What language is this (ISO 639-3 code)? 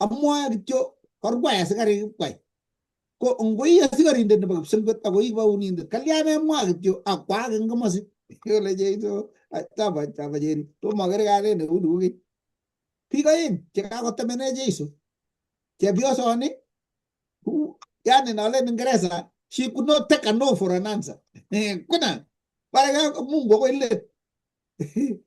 kln